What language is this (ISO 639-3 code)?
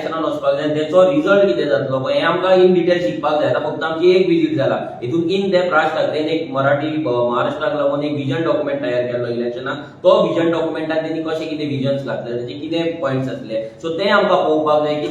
kok